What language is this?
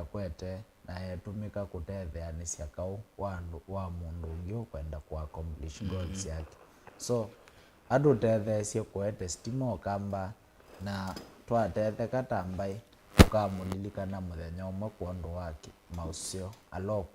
Kamba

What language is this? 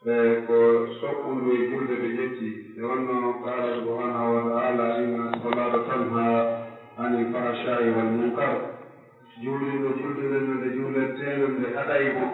Pular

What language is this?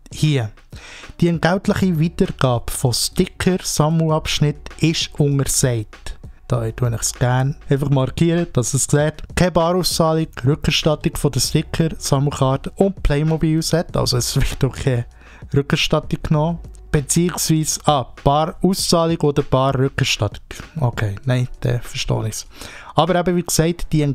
Swiss German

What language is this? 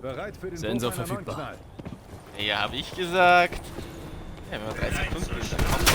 Bavarian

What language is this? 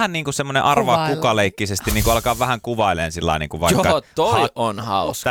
Finnish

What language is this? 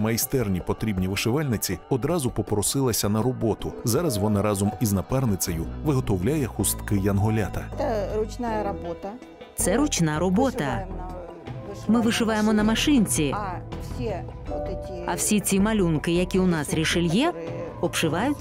Ukrainian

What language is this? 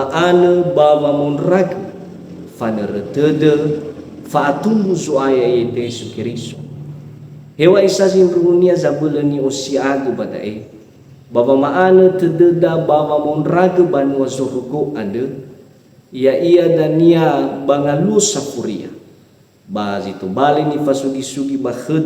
Nias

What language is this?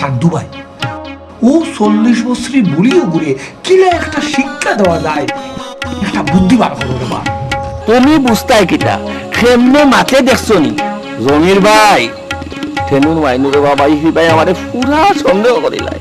Sylheti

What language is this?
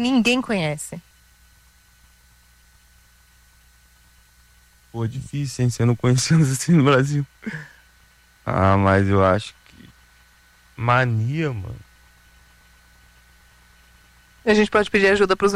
Portuguese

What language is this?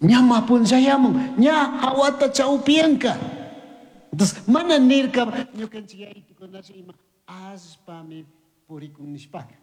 Chimborazo Highland Quichua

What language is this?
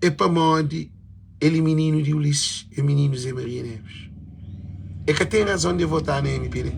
Kabuverdianu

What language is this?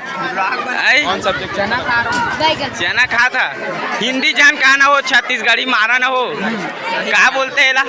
Chhattisgarhi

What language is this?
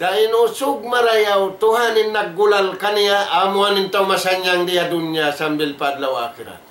Tausug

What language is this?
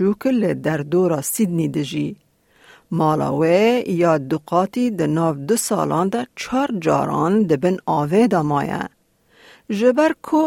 Kurdish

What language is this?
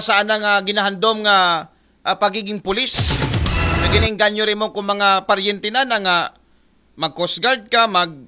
Aklanon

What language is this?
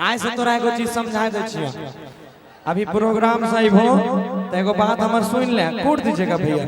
Maithili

